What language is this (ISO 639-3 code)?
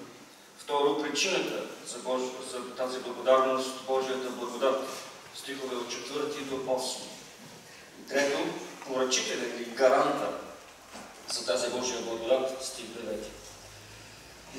bul